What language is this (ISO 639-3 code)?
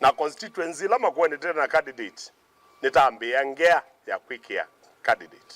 kam